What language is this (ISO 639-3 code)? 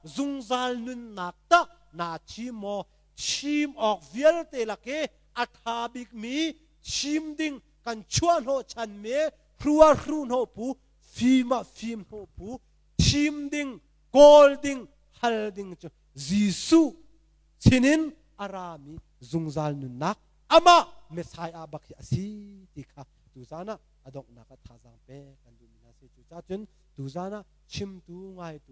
cnh